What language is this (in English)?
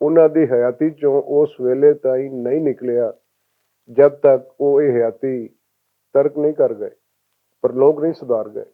Western Panjabi